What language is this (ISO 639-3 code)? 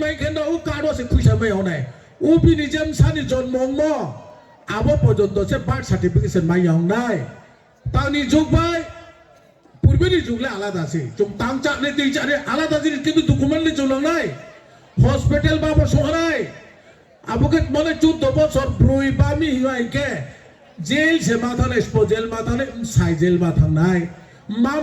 ria